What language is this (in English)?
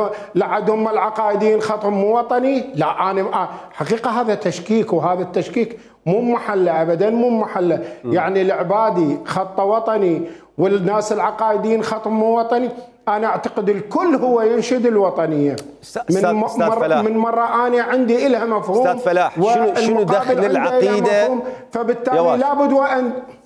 Mesopotamian Arabic